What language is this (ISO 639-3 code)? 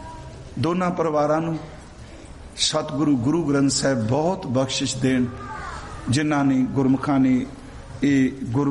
pan